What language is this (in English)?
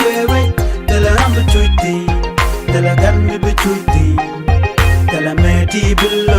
Nuer